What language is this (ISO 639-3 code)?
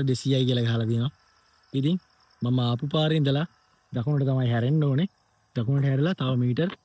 sin